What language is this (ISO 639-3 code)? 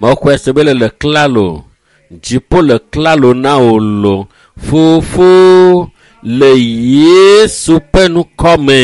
ewe